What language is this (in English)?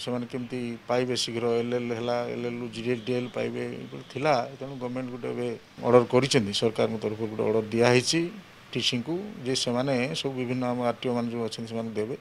Odia